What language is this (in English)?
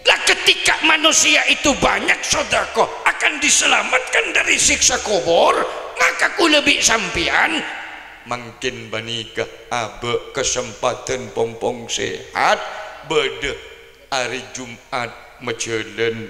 Madurese